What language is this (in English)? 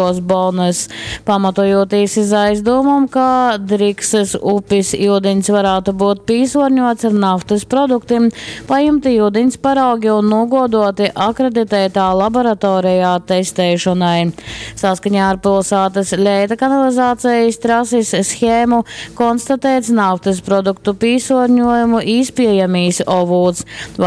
Latgalian